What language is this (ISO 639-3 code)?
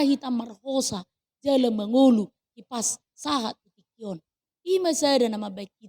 bbc